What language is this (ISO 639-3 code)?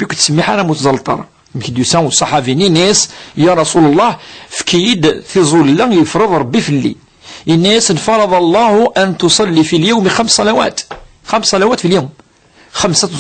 kab